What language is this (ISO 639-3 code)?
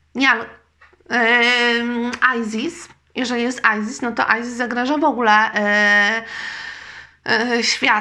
pol